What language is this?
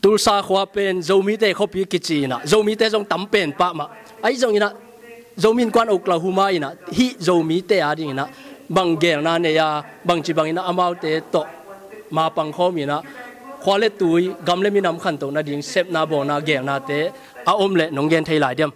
Tedim Chin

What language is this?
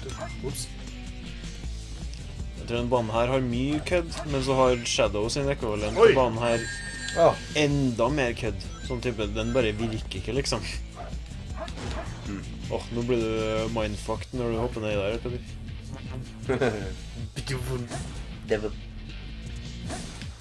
Norwegian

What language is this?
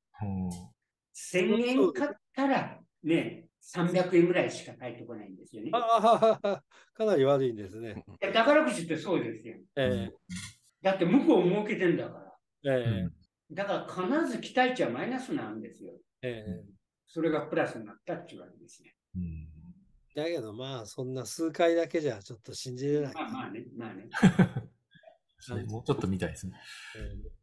Japanese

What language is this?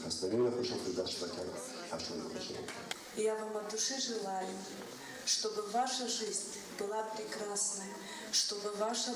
Ossetic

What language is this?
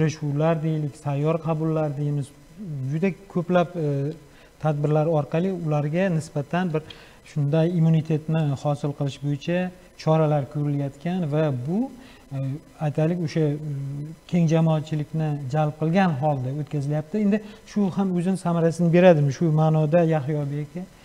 Uzbek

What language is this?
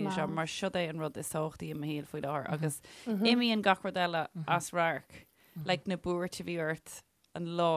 Irish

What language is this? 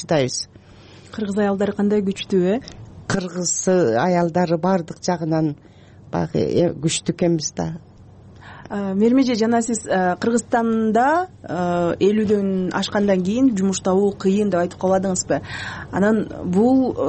Kyrgyz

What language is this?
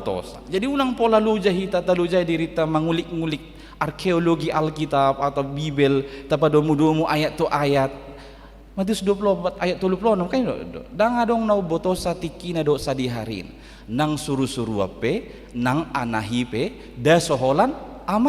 Batak Toba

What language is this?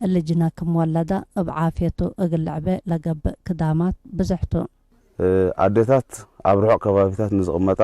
Tigre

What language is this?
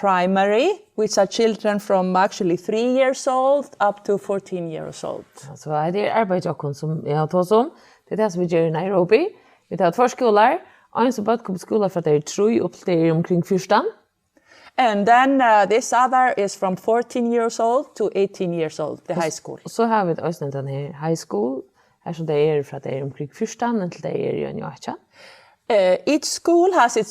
Faroese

